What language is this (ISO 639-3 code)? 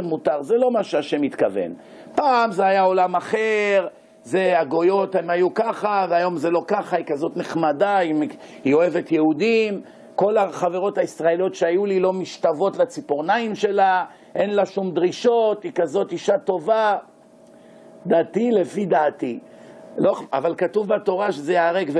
heb